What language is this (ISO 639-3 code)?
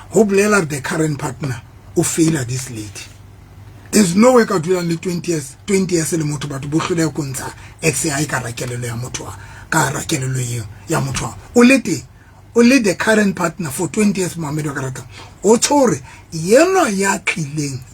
sot